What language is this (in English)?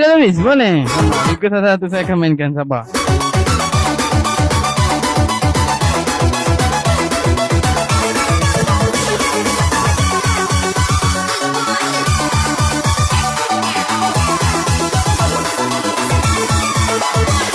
Malay